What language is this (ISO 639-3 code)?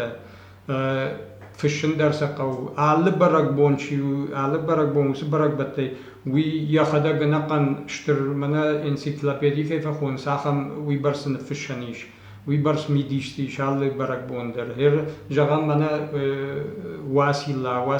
oss